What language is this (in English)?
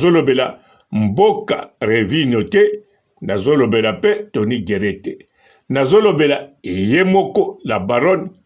Lingala